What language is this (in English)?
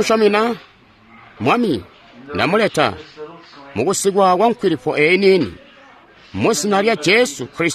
Tonga (Zambia)